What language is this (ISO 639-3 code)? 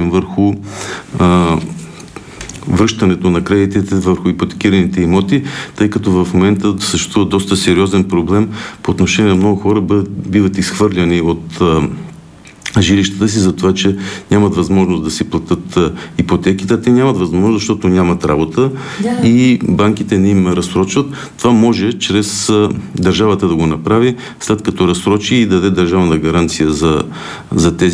bul